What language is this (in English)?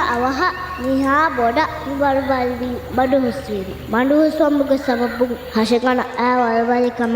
Divehi